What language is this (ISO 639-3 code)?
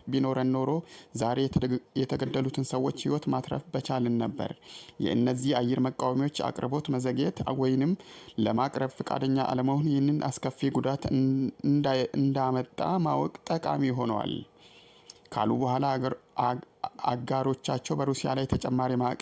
amh